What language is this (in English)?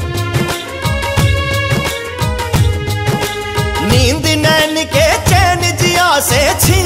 Bhojpuri